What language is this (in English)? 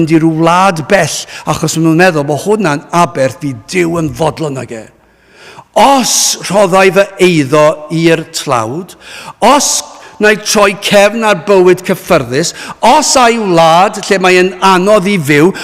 Welsh